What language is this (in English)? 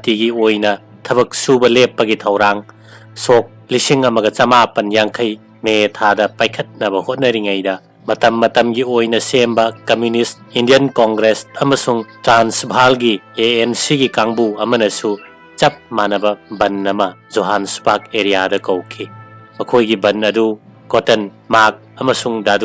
Manipuri